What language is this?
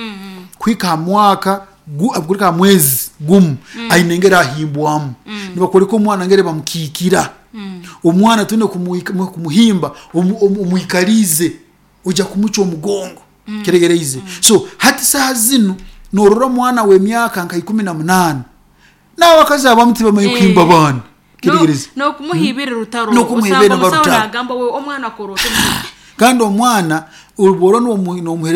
Nyankole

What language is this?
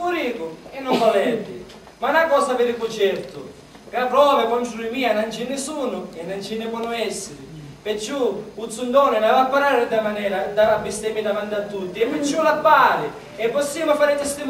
Sicilian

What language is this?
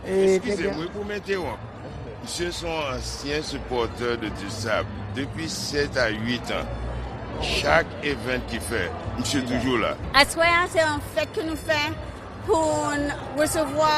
Haitian Creole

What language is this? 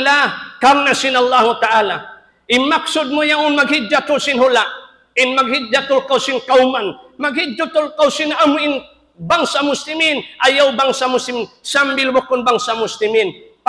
Tausug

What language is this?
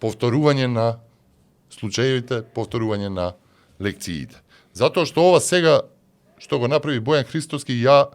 Macedonian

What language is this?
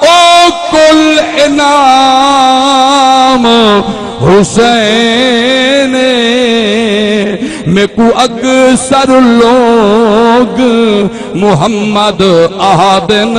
Saraiki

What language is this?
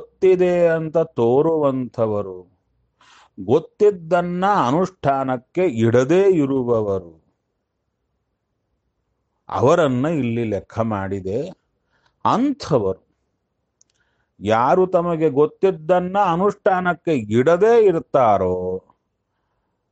Kannada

